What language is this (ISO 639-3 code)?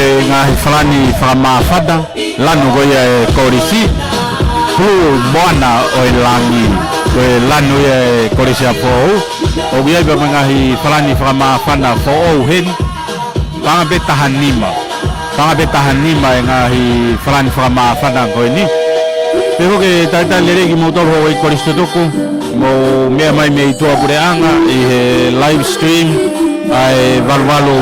ton